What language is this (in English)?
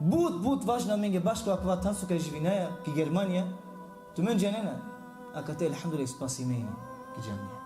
Balkan Romani